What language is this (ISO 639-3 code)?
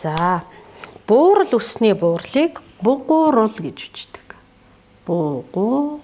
mon